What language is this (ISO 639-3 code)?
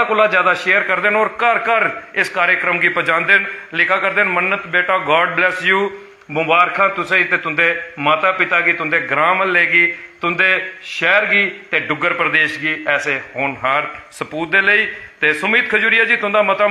doi